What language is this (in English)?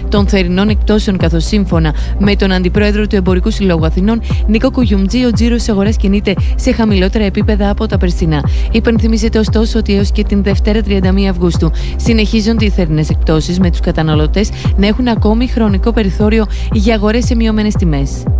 Greek